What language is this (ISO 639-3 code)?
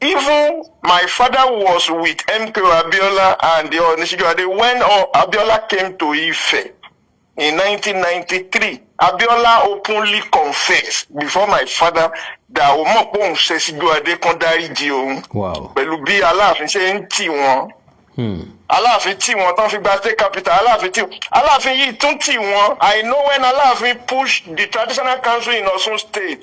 yor